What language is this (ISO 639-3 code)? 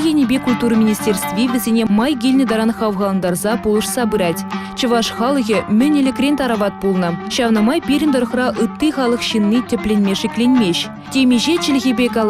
chv